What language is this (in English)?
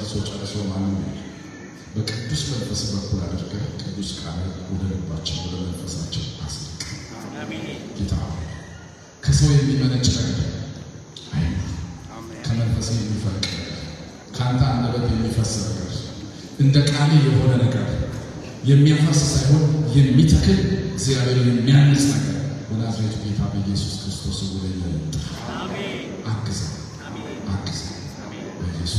Amharic